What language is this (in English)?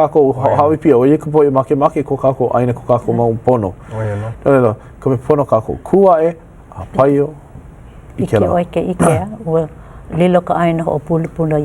Hawaiian